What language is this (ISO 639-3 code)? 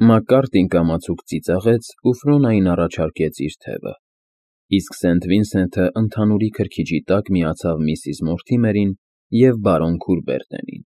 hye